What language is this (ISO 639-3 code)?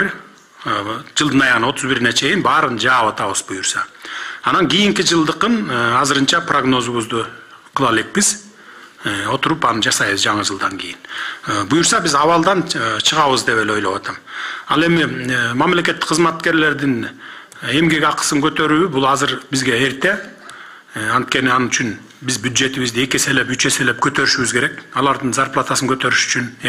kir